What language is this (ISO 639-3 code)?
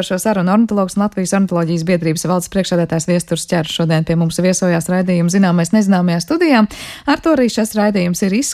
lav